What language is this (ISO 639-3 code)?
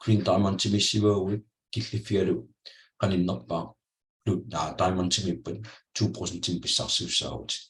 kal